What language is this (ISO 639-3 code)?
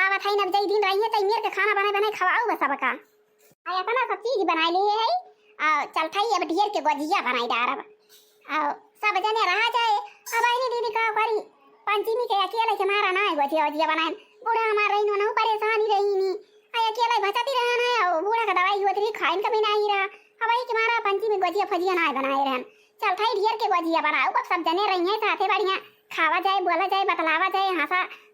awa